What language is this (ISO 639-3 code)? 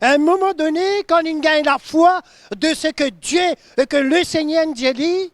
mfe